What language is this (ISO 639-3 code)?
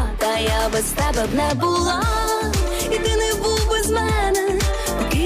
ukr